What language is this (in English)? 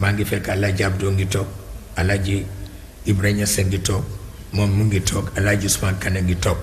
Wolof